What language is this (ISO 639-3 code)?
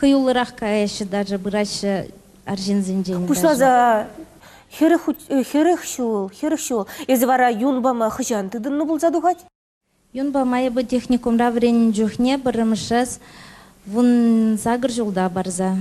chv